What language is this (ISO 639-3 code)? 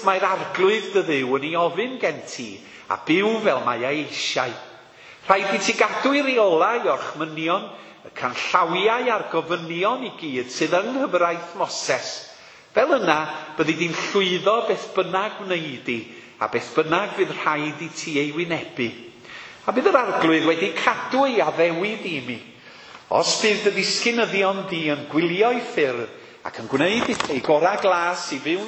cym